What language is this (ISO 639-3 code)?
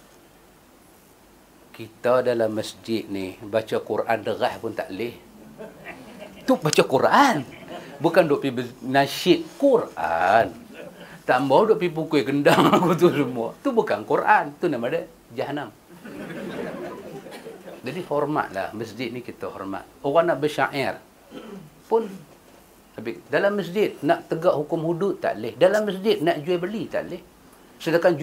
msa